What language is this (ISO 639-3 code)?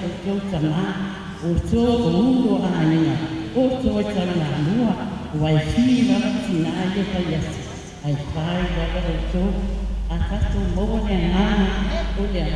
smo